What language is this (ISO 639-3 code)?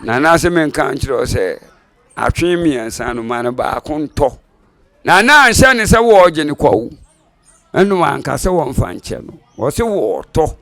aka